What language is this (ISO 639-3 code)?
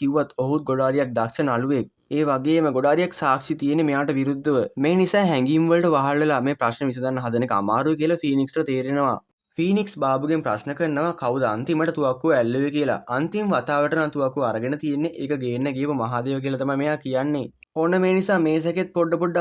sin